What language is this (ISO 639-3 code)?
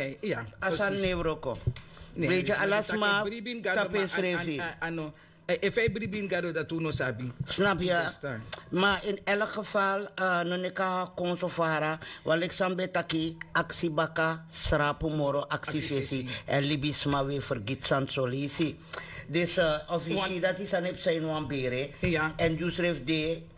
srn